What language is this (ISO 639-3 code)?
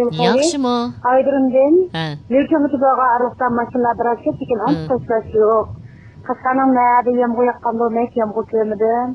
uig